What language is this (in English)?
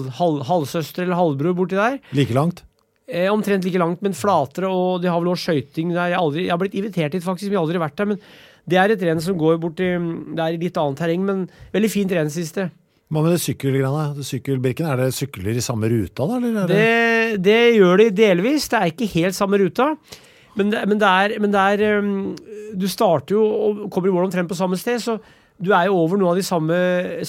Norwegian